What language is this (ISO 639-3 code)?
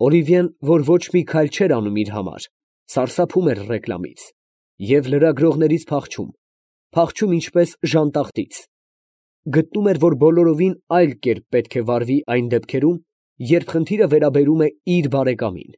hye